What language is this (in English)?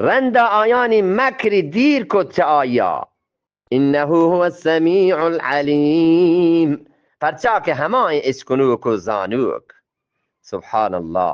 Eastern Balochi